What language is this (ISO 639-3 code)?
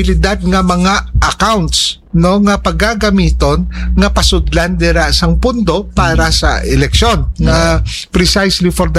hil